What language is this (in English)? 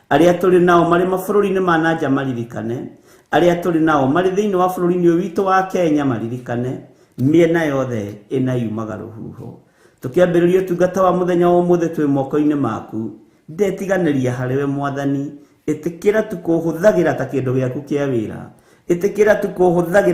Kikuyu